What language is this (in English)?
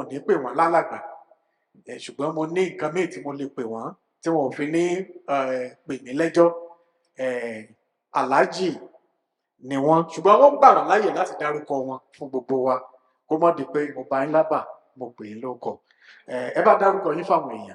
Yoruba